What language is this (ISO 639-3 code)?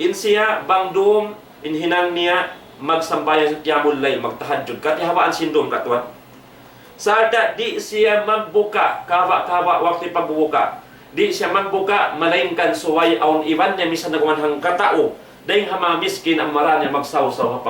tsg